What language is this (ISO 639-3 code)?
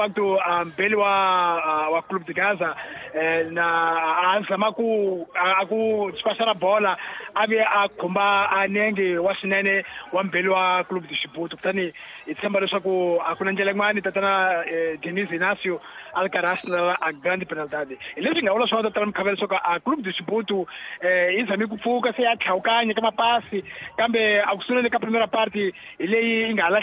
tso